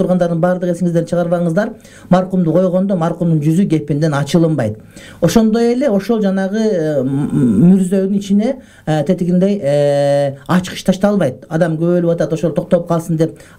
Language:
Kyrgyz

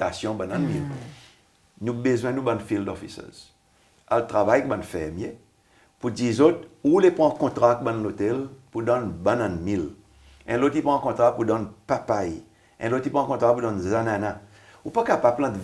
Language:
Seselwa Creole French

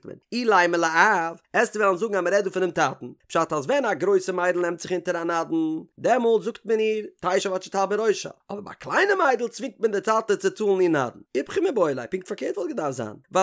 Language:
Yiddish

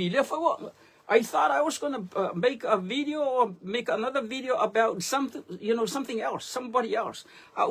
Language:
Samoan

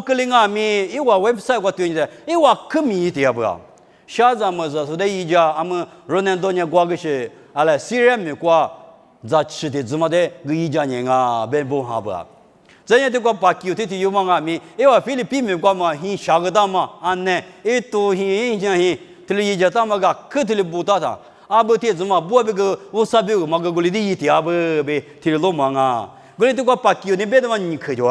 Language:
Lisu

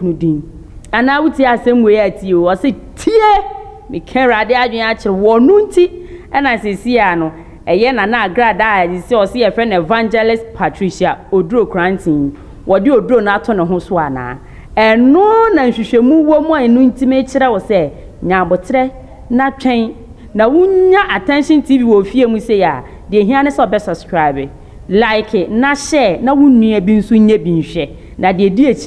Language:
Akan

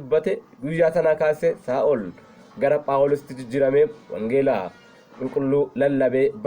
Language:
Oromo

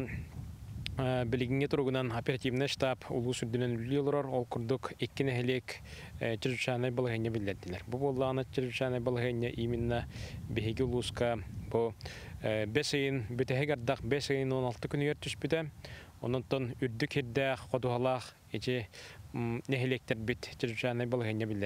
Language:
Yakut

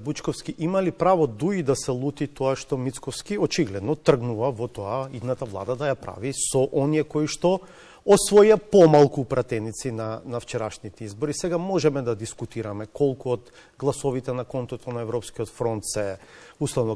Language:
Macedonian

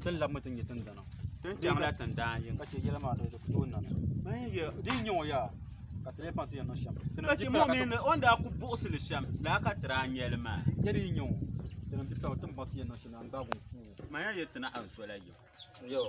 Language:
Dagbani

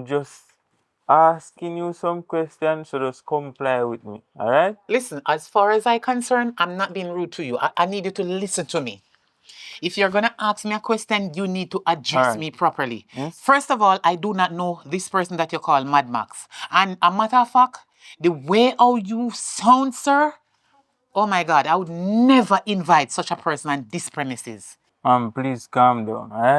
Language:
Jamaican Creole English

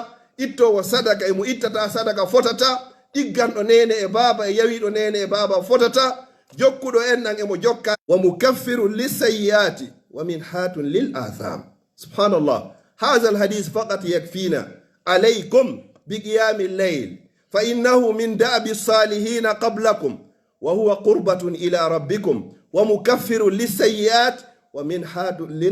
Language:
Pular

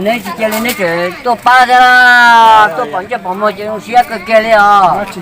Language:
Hmong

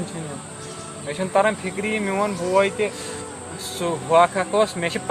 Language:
Kashmiri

